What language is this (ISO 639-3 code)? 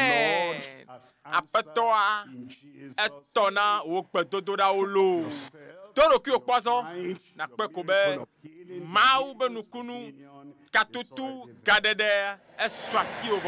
ewe